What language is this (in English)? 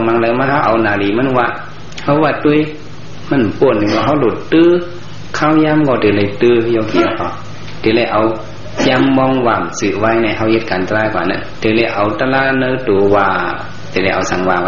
Shan